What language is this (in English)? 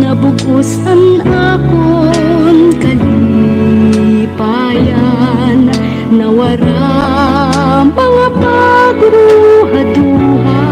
Waray